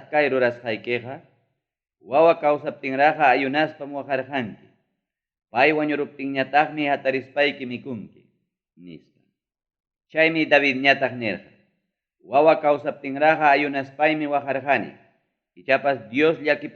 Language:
Ayacucho Quechua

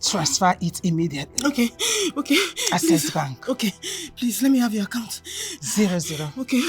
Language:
Nigerian Pidgin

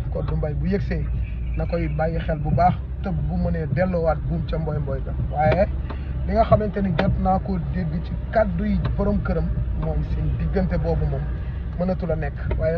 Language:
Wolof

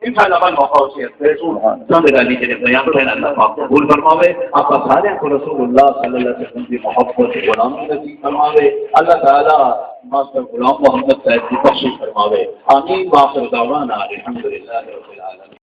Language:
Saraiki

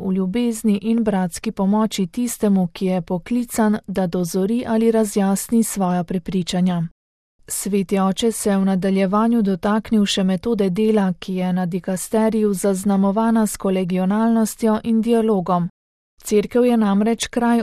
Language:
Slovenian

